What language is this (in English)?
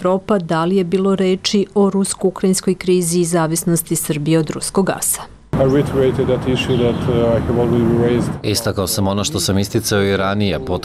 Serbian